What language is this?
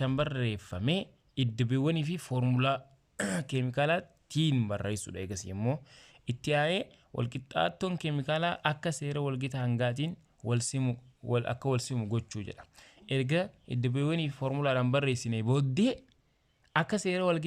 Oromo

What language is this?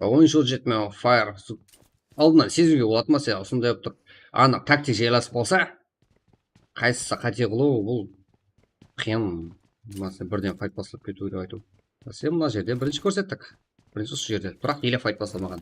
Kara-Kalpak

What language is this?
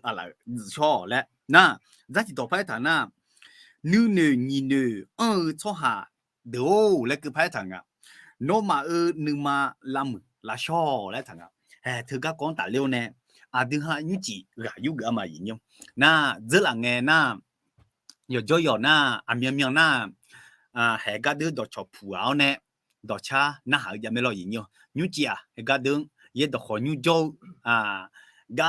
Akha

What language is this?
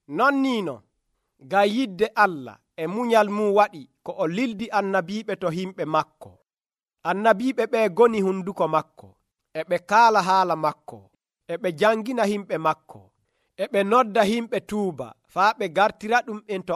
Nigerian Fulfulde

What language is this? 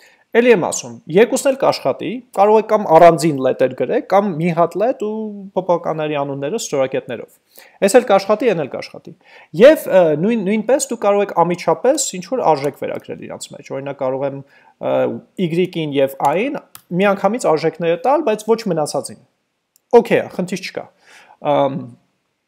Armenian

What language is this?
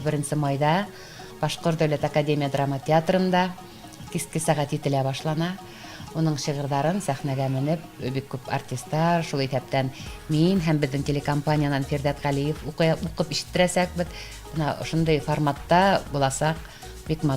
Bashkir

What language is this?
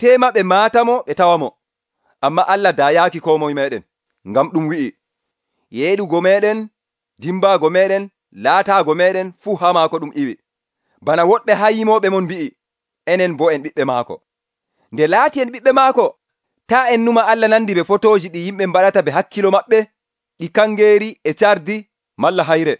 Nigerian Fulfulde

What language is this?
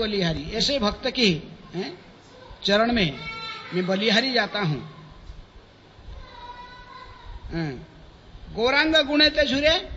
Hindi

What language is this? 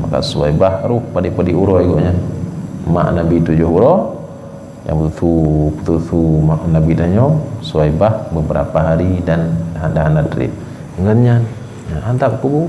Achinese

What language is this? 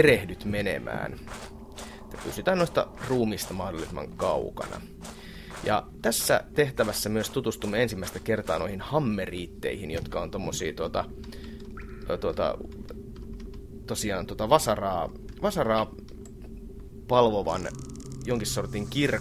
Finnish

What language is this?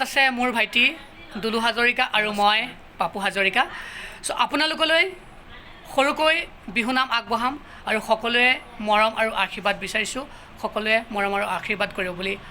Assamese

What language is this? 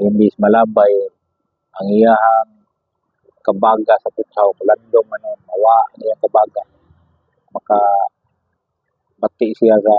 Cebuano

